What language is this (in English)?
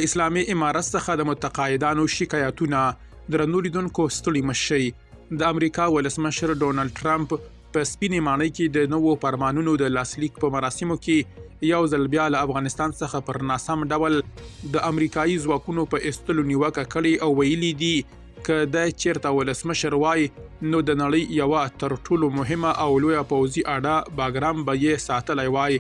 Pashto